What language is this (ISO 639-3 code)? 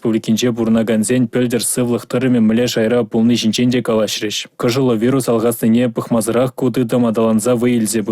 chv